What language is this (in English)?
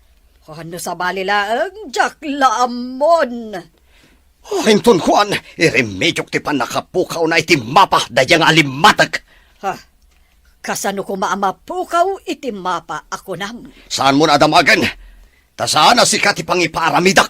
Iloko